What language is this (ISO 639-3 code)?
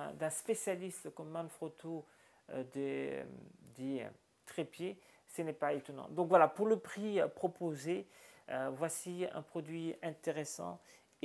fra